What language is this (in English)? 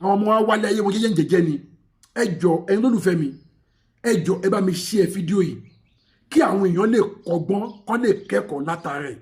Yoruba